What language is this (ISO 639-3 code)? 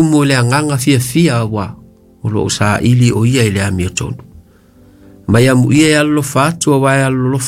smo